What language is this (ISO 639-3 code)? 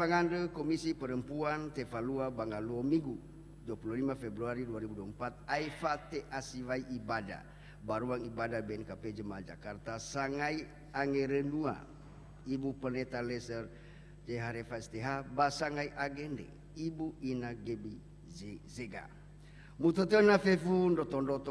nia